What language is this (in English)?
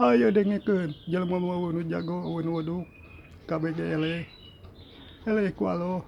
Sundanese